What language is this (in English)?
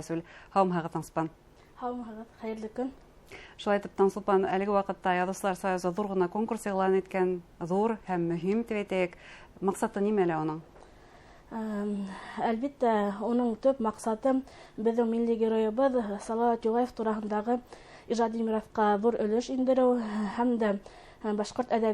Bashkir